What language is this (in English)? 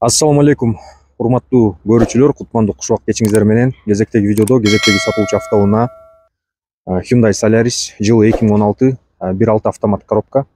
Kyrgyz